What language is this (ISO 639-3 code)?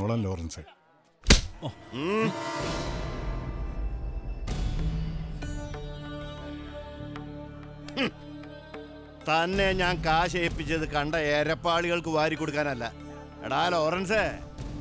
mal